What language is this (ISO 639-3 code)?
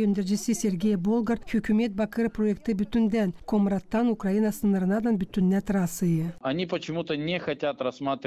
gag